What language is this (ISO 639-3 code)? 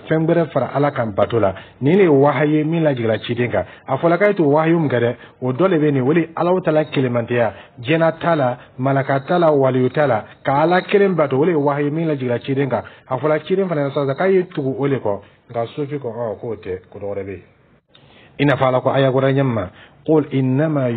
dyu